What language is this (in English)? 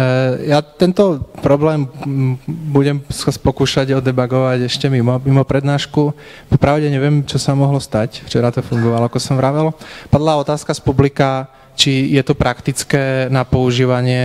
Slovak